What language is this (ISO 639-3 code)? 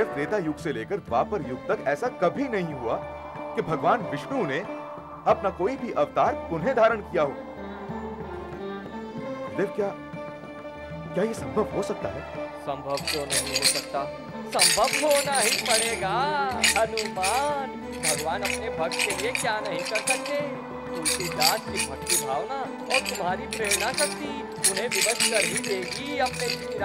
hin